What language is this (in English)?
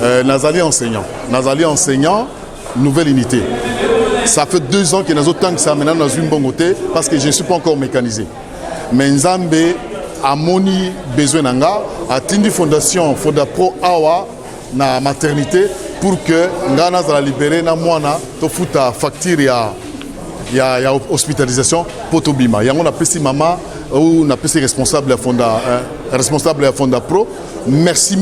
Lingala